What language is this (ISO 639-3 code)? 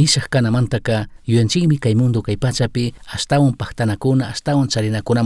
qug